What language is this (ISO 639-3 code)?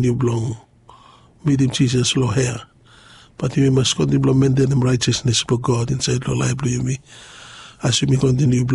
bis